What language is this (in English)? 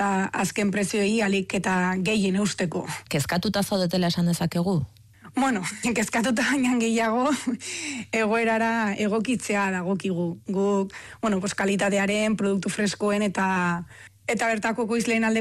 Basque